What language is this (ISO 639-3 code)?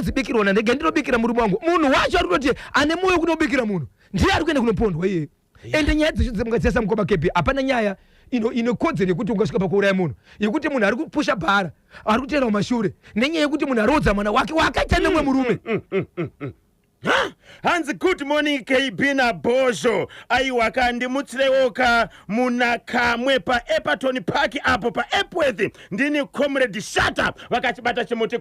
sna